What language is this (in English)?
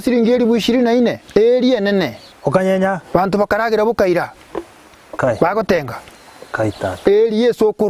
Gusii